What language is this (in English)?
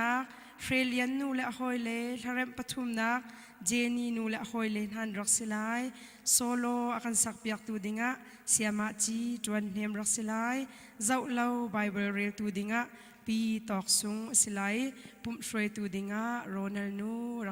Hakha Chin